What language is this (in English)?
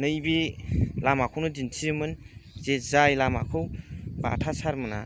Bodo